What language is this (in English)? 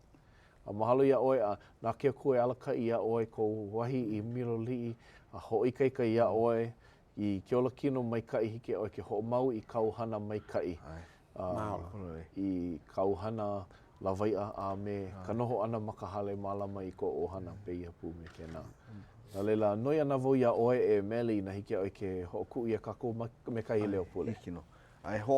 Hawaiian